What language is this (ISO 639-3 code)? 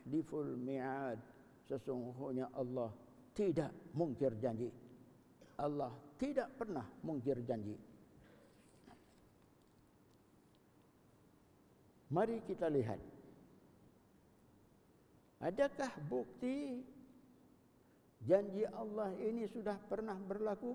msa